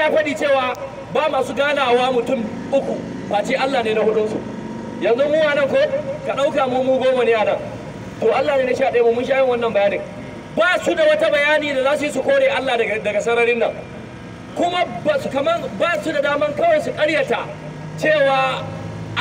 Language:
Hausa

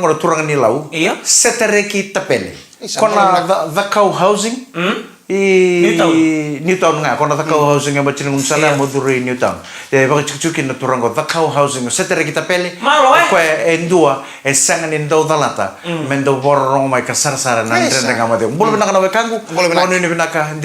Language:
Fijian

